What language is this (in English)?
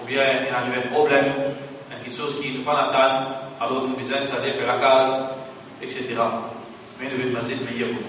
Morisyen